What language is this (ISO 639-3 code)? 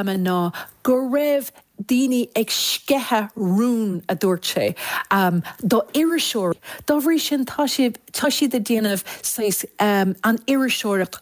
gle